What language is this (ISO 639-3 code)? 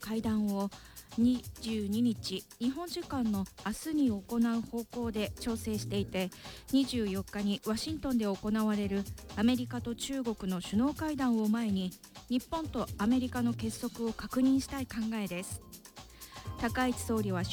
jpn